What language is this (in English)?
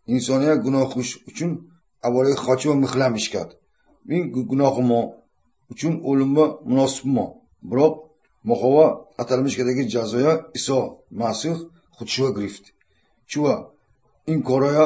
Tajik